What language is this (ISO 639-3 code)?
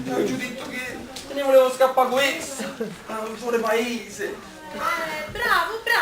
nap